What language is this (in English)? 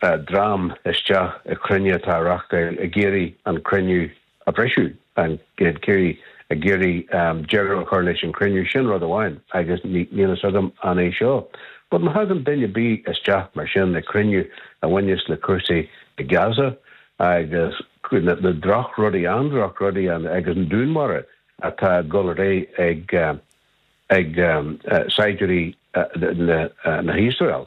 Irish